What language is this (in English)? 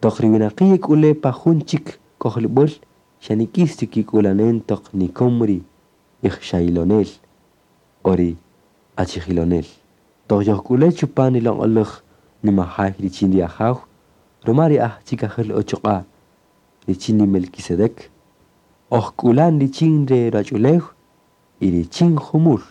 Kaqchikel